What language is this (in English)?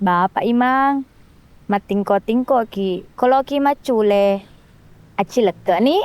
Buginese